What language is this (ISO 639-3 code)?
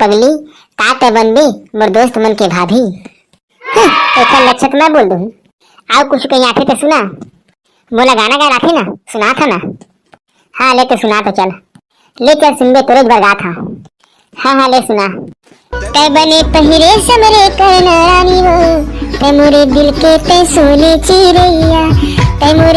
hne